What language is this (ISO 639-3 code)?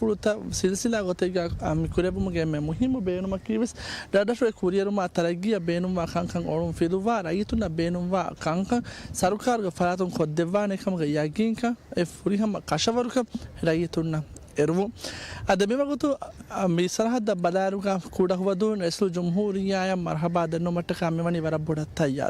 div